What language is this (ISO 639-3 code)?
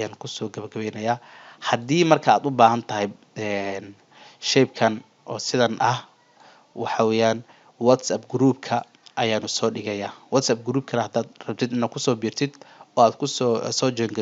som